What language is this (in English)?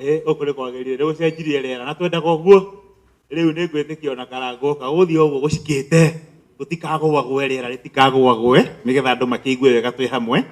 Kikuyu